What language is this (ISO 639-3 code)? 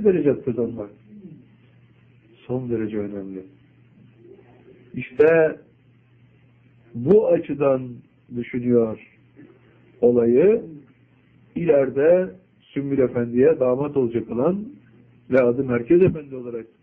tur